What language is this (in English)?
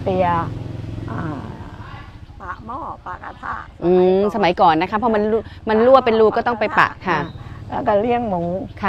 Thai